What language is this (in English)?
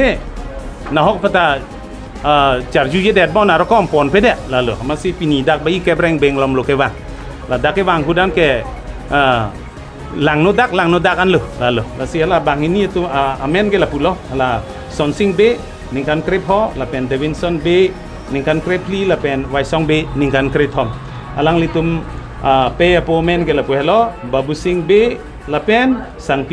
Karbi